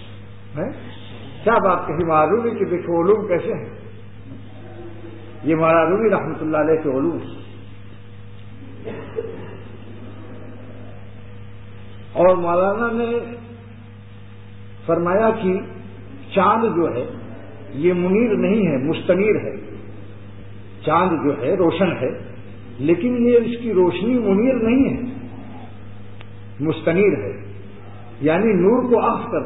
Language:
Urdu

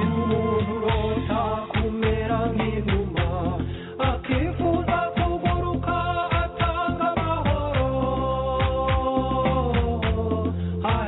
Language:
Kinyarwanda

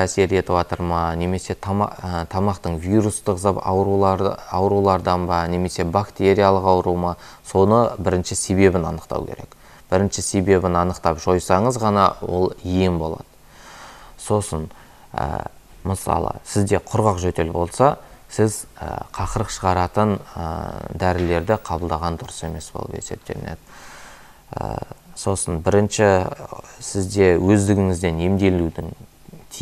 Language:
Kazakh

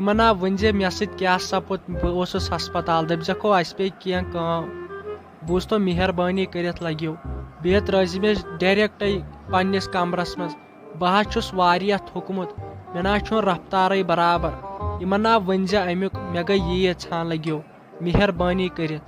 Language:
Kashmiri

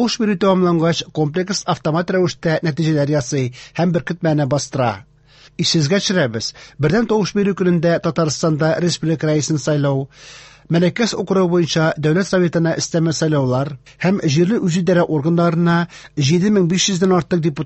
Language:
Tatar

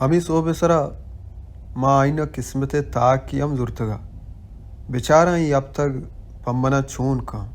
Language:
Baluchi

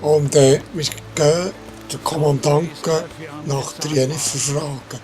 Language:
Swiss German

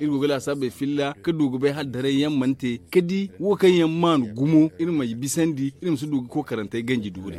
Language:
Zarma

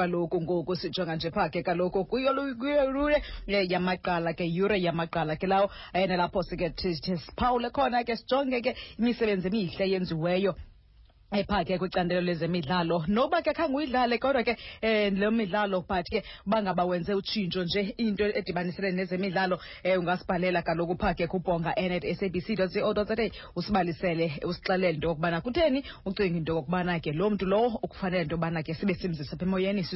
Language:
Xhosa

